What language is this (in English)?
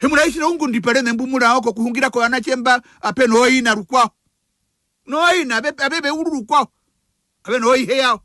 Herero